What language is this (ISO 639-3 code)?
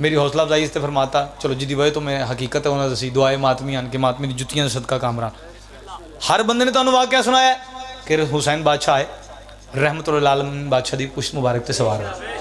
phr